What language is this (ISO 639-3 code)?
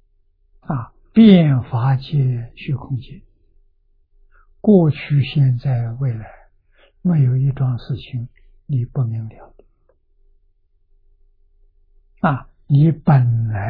zho